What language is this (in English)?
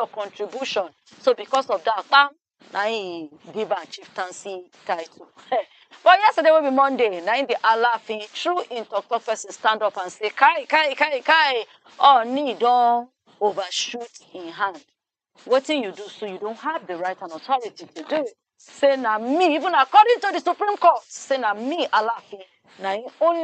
Nigerian Pidgin